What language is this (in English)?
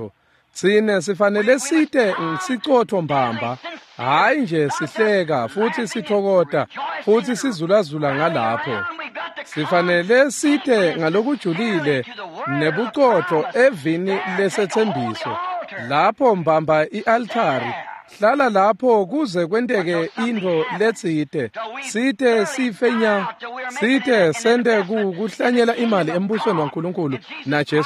Swati